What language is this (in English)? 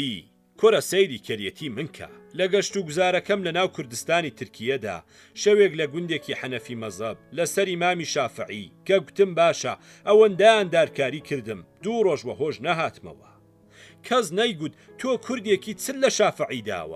Central Kurdish